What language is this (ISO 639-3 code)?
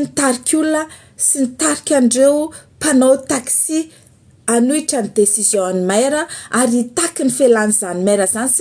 mlg